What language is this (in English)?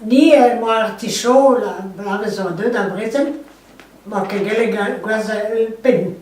Breton